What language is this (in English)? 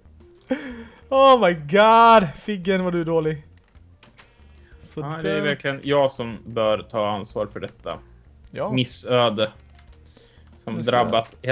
Swedish